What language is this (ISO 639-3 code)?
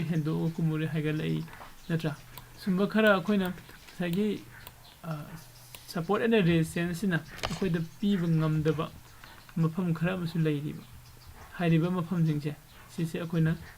mni